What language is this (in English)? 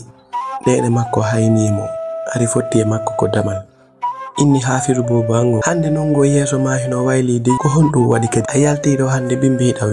Fula